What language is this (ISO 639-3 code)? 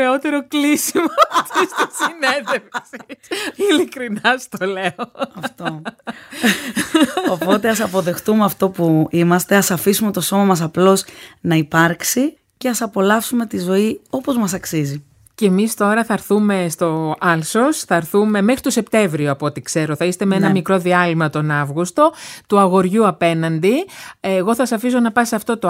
ell